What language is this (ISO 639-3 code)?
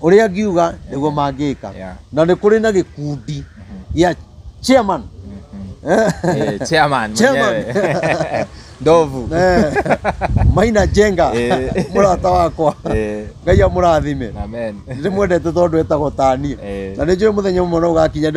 kik